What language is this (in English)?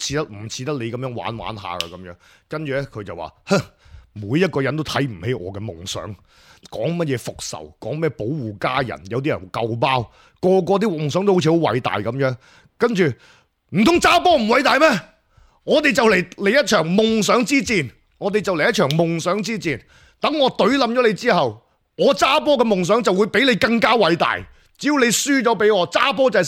Cantonese